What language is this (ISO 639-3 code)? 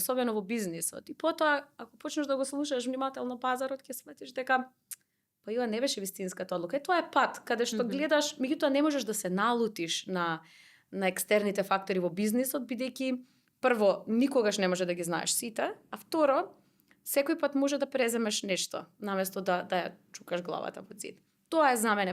mkd